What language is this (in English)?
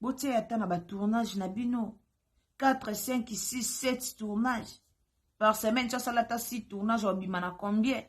Lingala